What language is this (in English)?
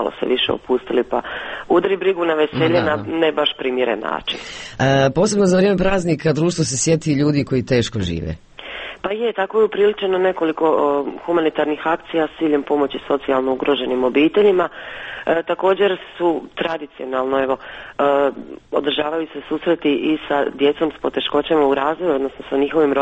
Croatian